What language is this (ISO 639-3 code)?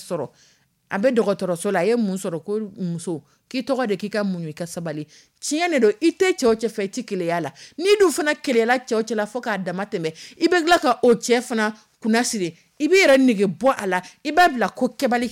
dyu